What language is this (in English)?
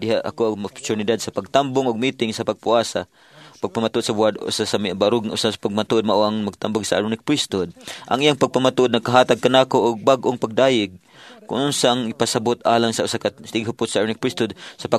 Cebuano